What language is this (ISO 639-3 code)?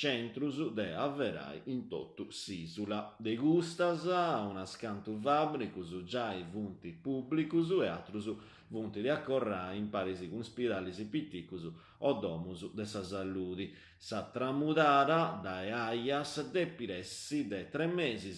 srd